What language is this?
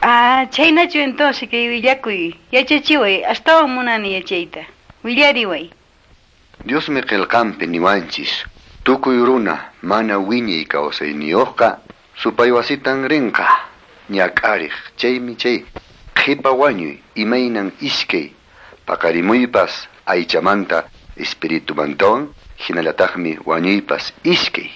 Quechua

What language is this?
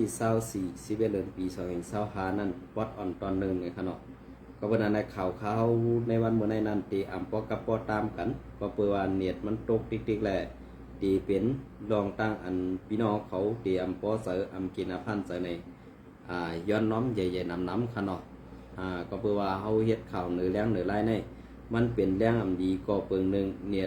Shan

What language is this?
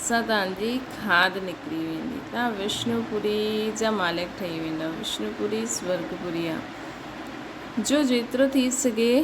Sindhi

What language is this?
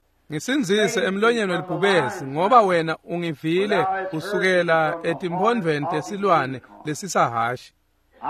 Swati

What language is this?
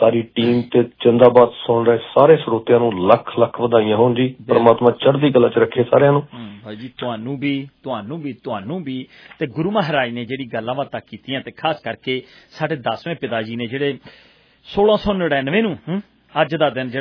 Punjabi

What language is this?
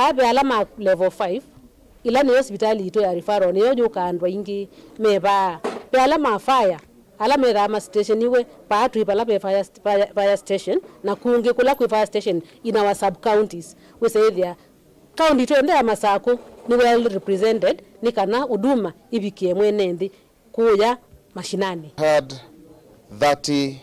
Kamba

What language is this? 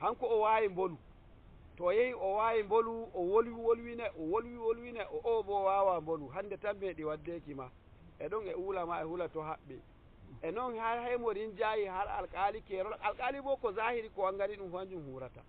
Nigerian Fulfulde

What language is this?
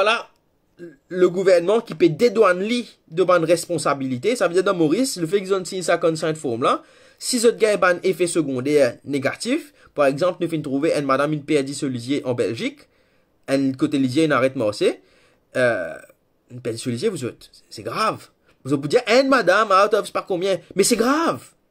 Morisyen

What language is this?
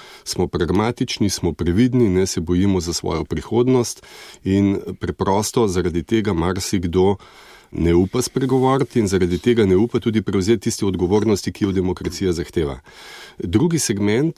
Slovenian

